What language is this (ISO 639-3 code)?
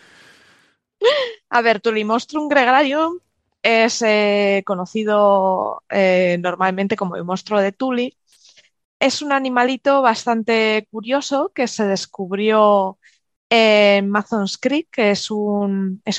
spa